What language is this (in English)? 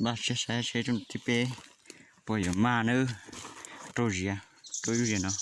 Hmong